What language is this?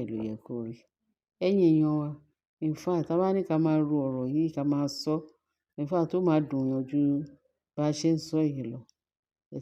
Yoruba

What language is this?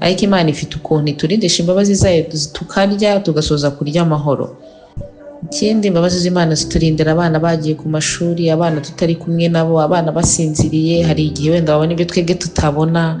Kinyarwanda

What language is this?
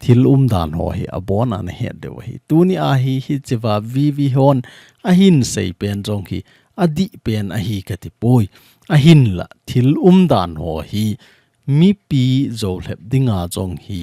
Thado Chin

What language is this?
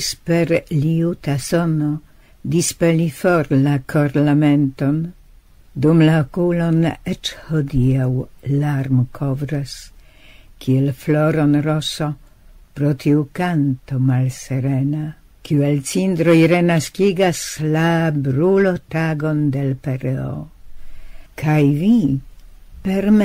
Esperanto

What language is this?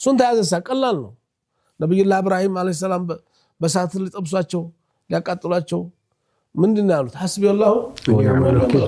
Amharic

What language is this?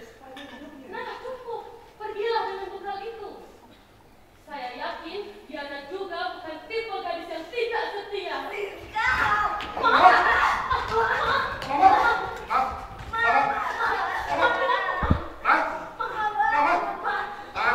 Indonesian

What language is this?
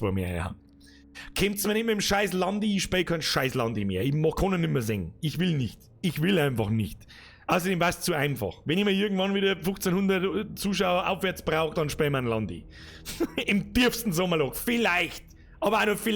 Bavarian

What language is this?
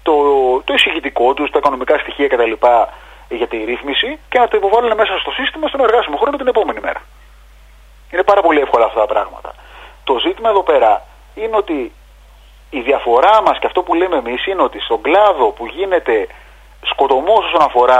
Greek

